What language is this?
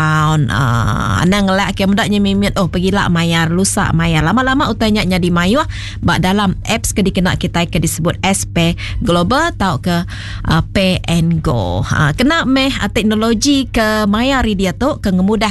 Iban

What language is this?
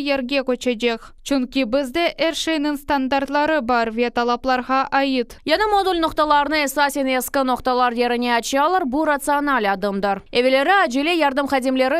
Crimean Tatar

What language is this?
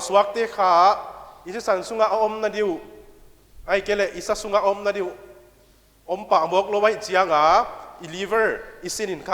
Paite Chin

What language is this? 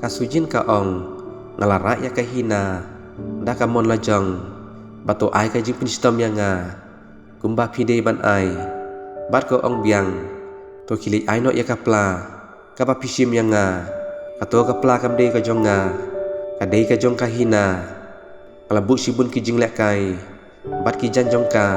Khasi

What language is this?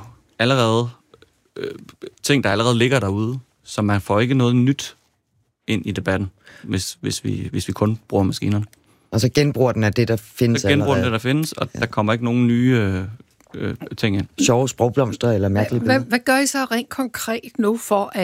Danish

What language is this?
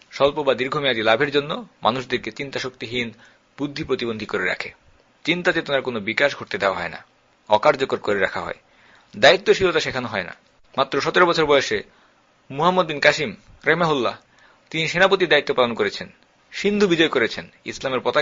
Bangla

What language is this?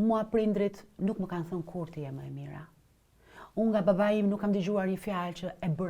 Albanian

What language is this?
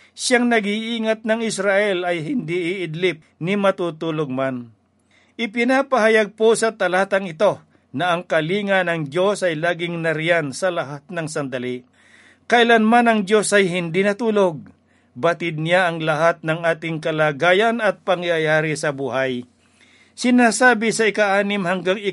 Filipino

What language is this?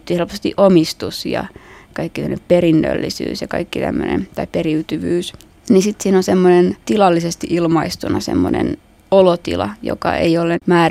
Finnish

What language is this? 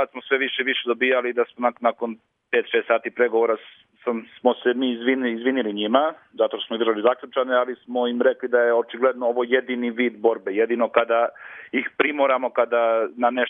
Serbian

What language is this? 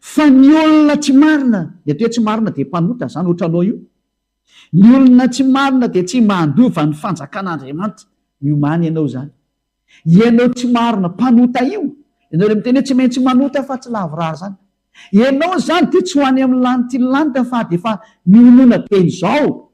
Malagasy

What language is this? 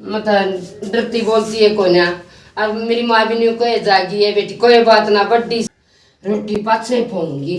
Haryanvi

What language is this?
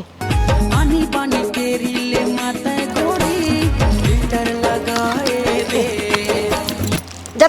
Chhattisgarhi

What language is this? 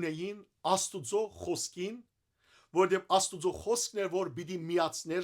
Western Armenian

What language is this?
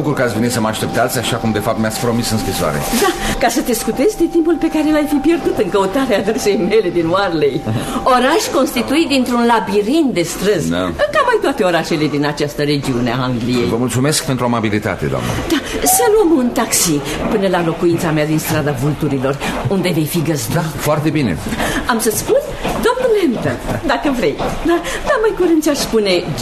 Romanian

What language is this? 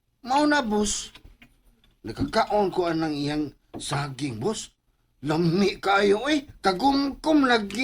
Cebuano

